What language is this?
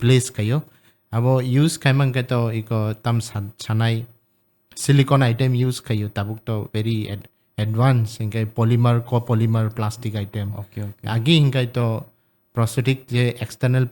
Kok Borok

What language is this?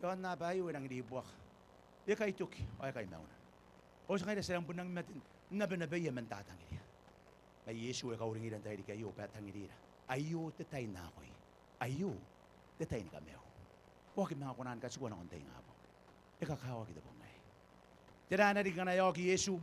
Gilbertese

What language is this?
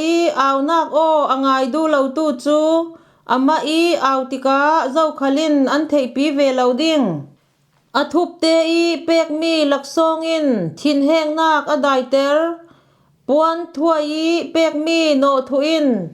Falam Chin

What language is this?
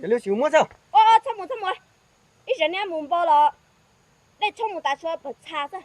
Hmong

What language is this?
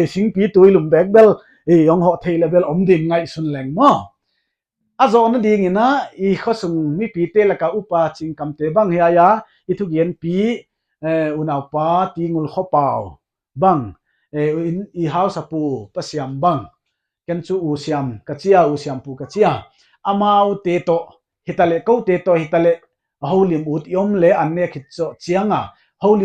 Paite Chin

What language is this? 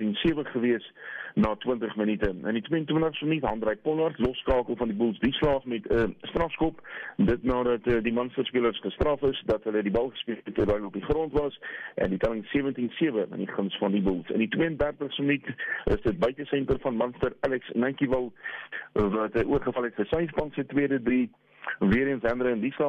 Afrikaans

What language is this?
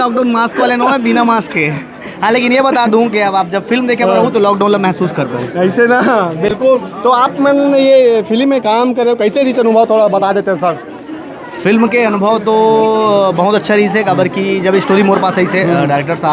Chhattisgarhi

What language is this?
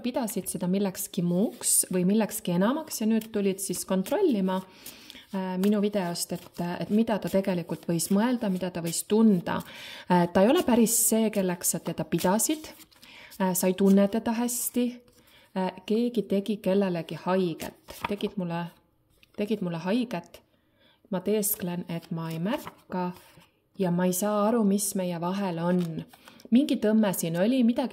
Estonian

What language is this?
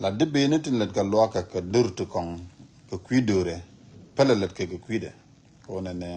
Nuer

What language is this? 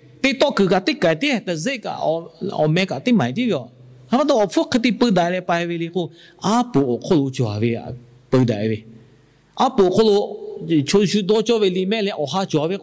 Lahu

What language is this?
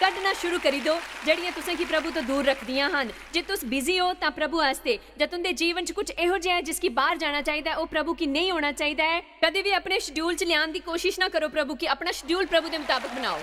Dogri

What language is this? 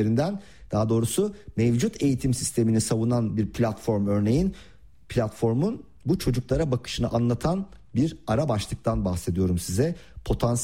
Turkish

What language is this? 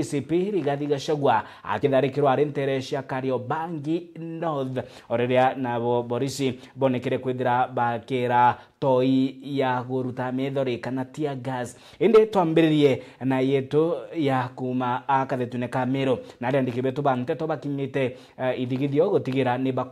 Meru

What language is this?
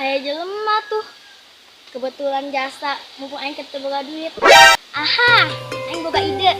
Sundanese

